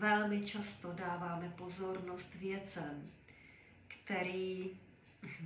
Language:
Czech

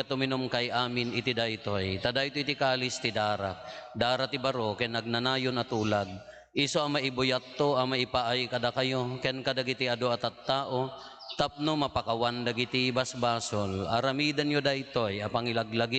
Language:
Iloko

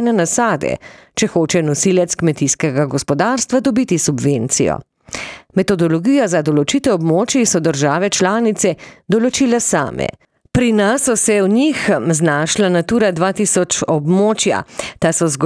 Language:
Slovenian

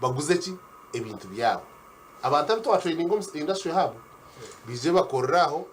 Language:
Nyankole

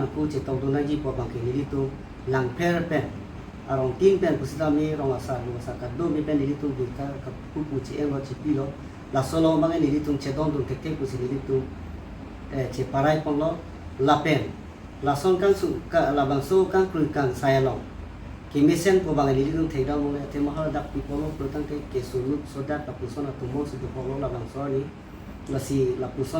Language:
Karbi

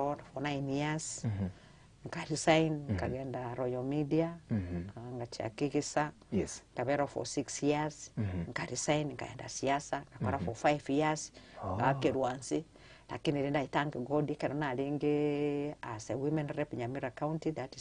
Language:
Gusii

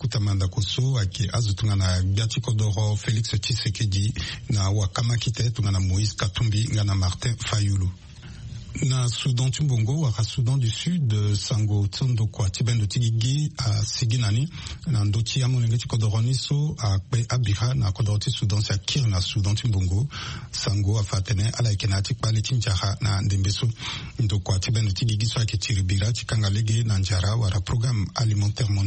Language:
Sango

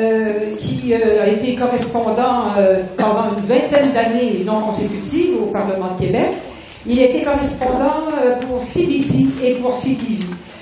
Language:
French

